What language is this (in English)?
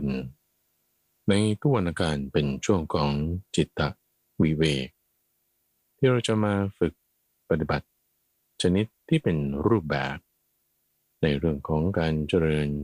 Thai